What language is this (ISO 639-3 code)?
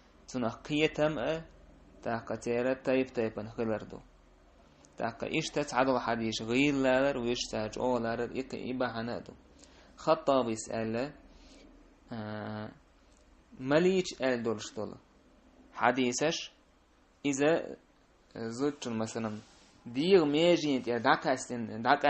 che